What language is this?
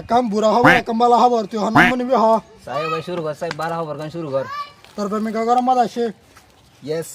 Rohingya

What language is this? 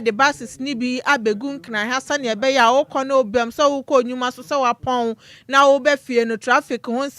Akan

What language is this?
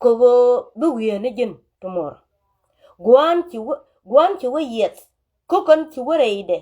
Nuer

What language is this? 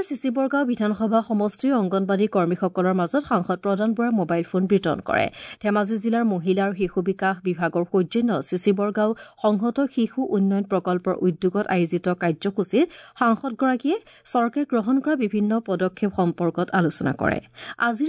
Assamese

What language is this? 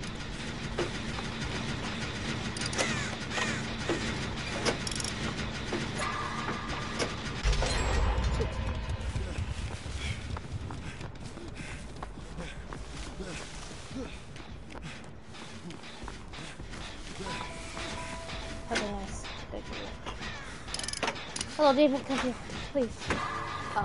English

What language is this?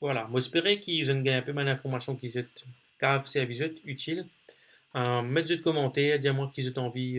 Morisyen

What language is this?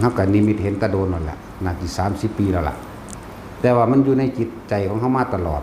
Northeastern Thai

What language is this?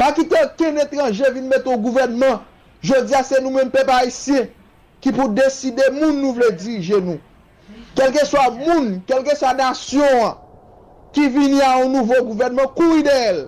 Haitian Creole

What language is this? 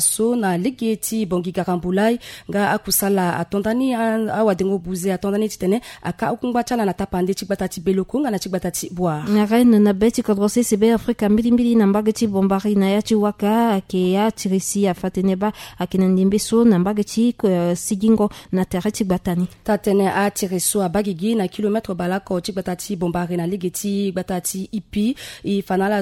Sango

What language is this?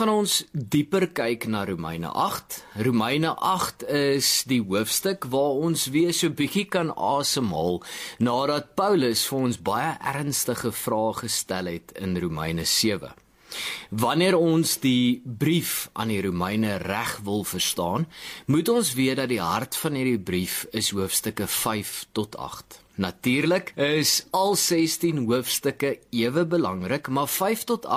Afrikaans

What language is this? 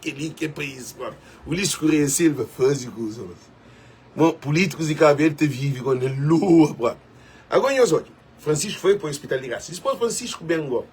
Kabuverdianu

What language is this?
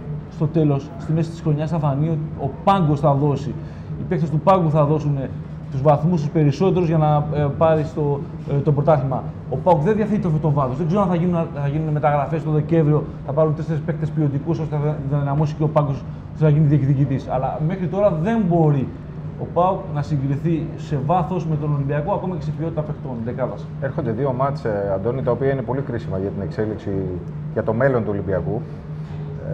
Greek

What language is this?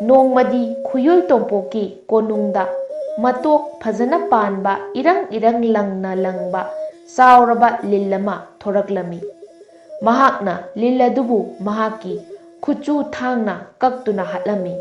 Manipuri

